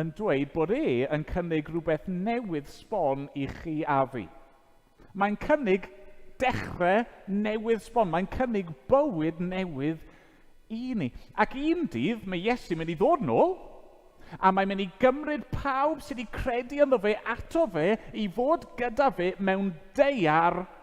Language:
Welsh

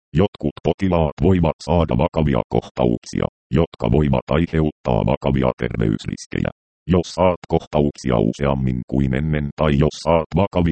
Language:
Finnish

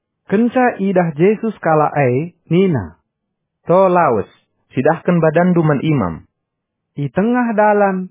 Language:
Batak Karo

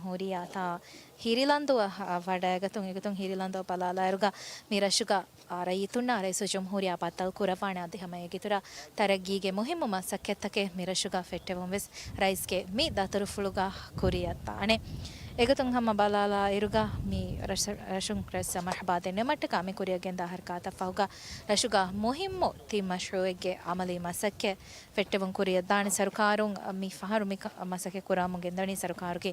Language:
Divehi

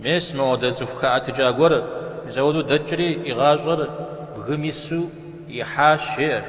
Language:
Kabardian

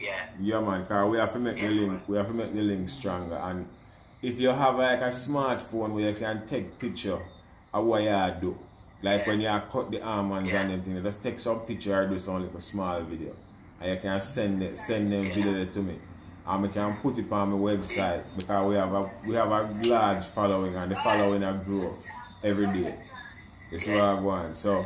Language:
Jamaican Creole English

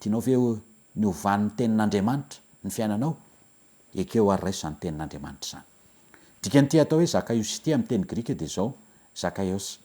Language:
Malagasy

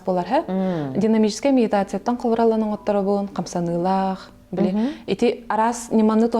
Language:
Yakut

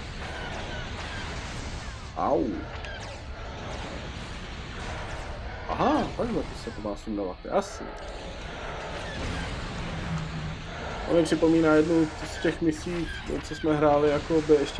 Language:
Czech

